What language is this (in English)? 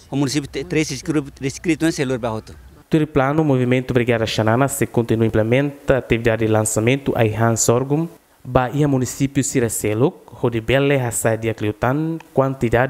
Tetum